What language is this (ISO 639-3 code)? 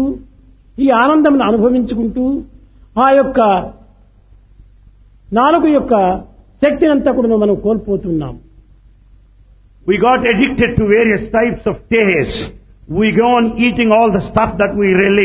tel